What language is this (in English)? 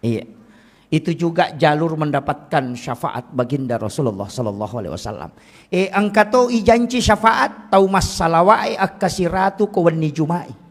Buginese